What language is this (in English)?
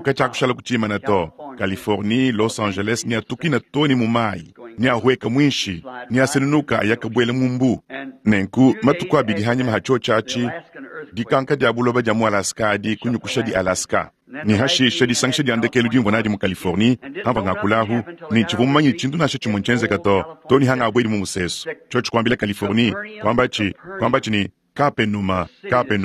Luba-Lulua